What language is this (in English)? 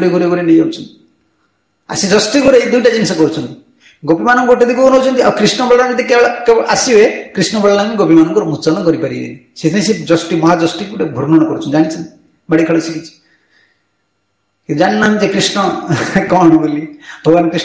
Odia